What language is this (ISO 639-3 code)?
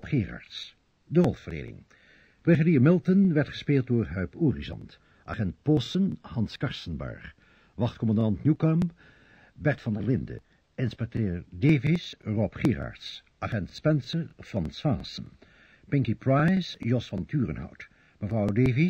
nld